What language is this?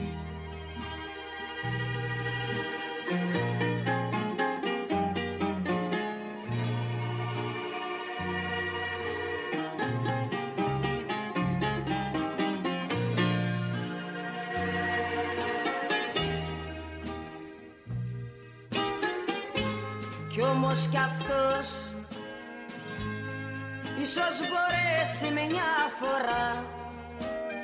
Greek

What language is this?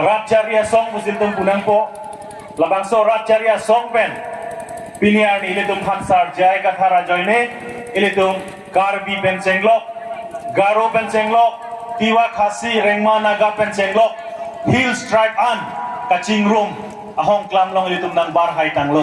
Karbi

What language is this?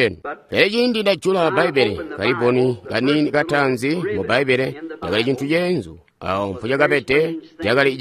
Tonga (Zambia)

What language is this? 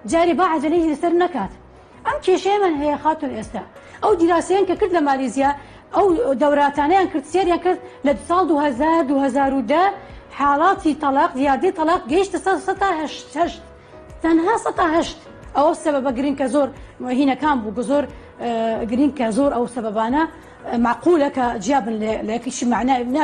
Central Kurdish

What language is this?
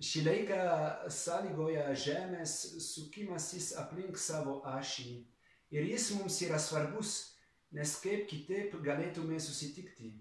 Lithuanian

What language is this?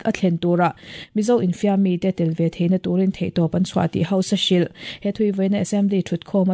Mizo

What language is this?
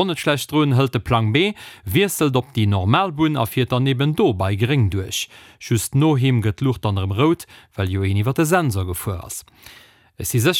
Luxembourgish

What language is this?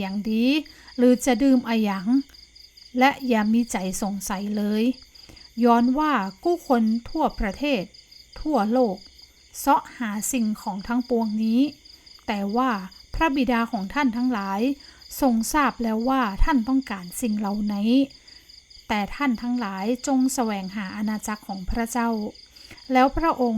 Northern Thai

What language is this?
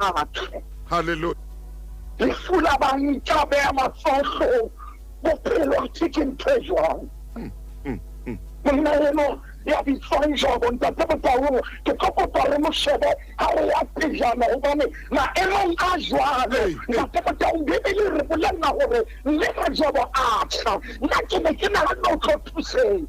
Southern Sotho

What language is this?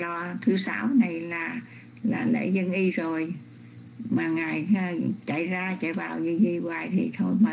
Vietnamese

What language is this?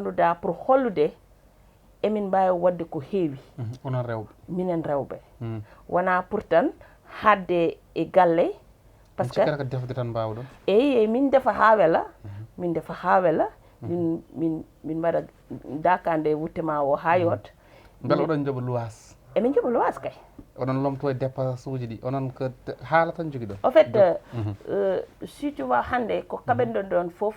Fula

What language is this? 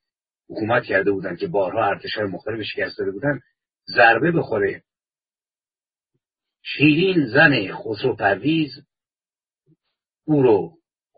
Persian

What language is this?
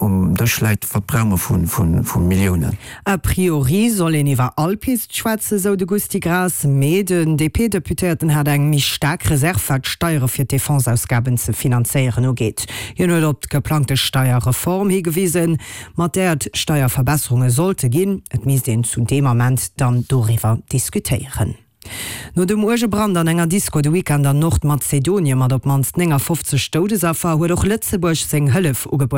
Luxembourgish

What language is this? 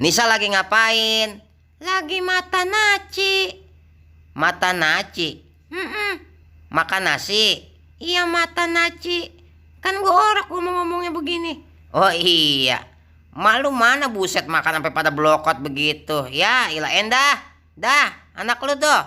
Betawi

